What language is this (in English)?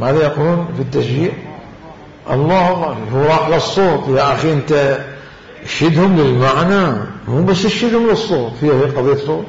Mesopotamian Arabic